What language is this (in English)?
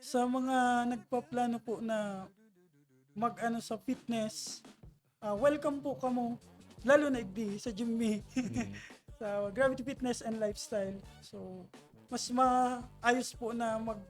Bikol